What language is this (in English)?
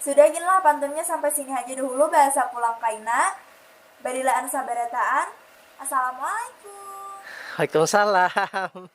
Banjar